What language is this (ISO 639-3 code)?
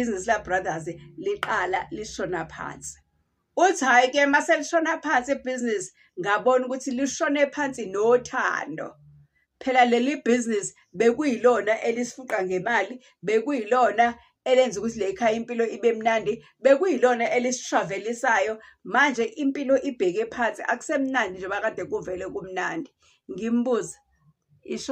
zul